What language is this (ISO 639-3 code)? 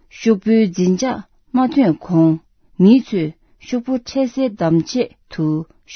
bod